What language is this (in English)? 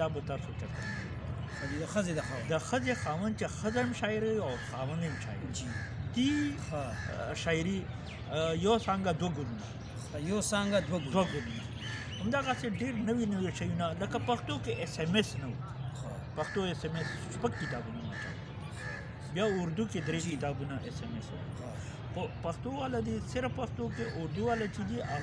Pashto